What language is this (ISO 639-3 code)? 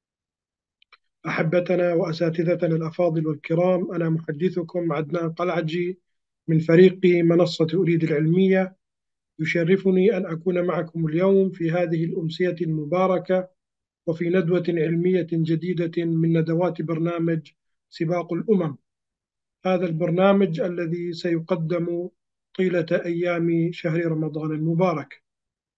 ara